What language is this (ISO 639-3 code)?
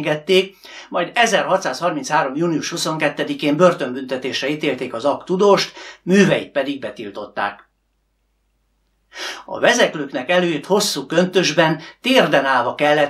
hun